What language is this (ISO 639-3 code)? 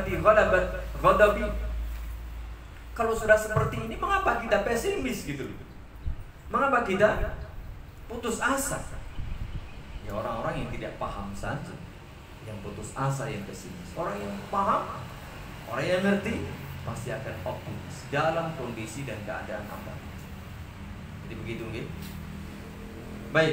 ind